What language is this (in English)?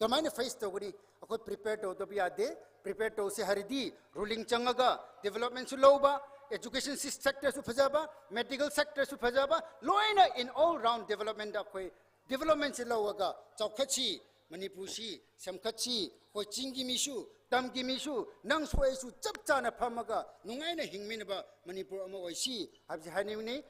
Tangkhul Naga (India)